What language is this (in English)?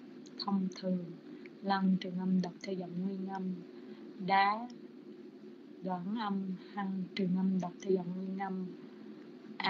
Vietnamese